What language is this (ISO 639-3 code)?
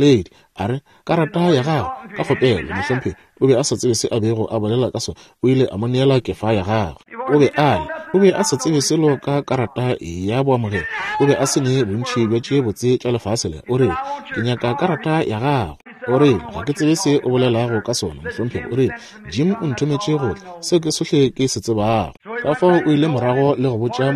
nso